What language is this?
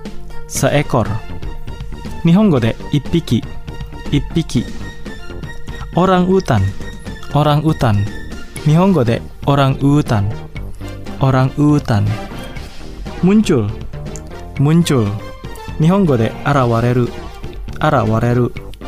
Japanese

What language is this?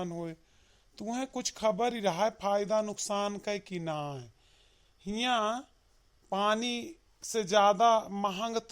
Awadhi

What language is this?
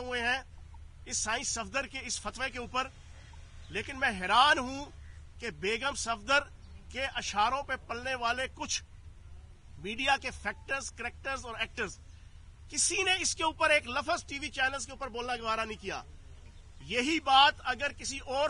Urdu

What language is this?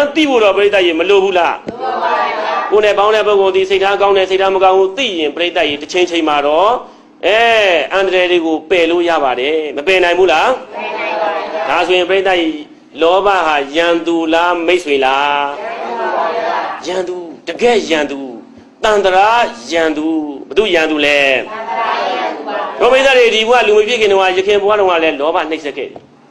Burmese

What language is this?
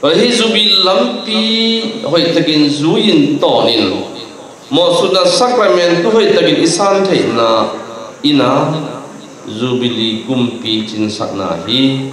Tedim Chin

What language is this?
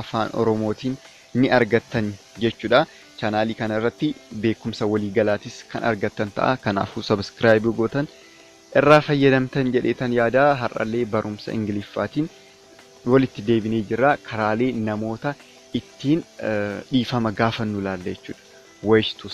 Oromo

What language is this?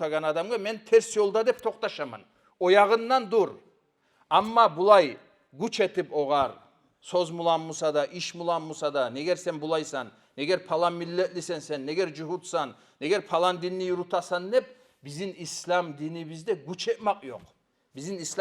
Kumyk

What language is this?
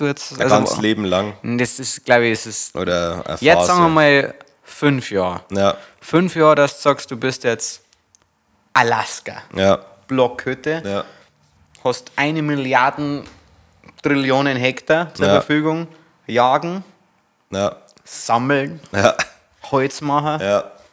Bavarian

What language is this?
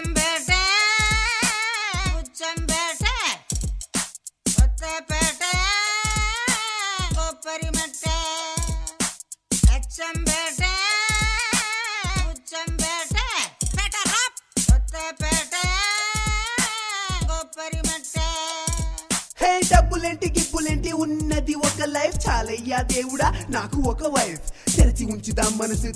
Telugu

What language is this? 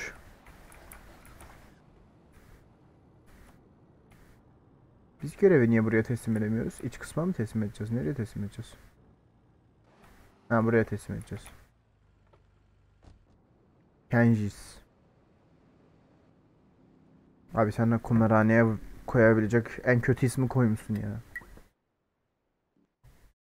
Turkish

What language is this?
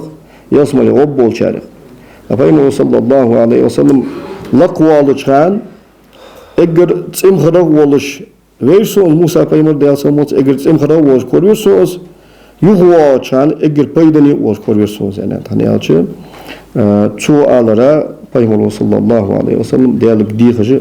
Ingush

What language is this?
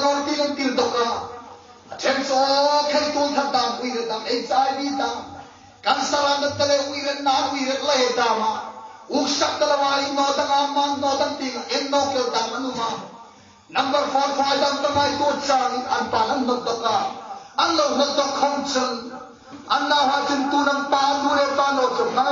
Hmar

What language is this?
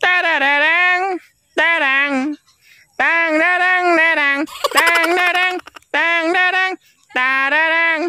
Cebuano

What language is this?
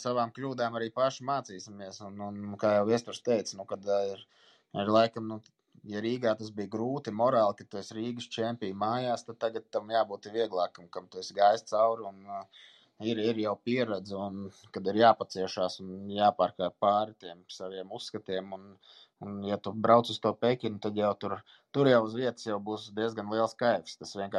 Latvian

